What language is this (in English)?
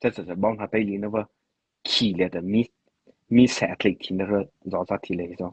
Mara Chin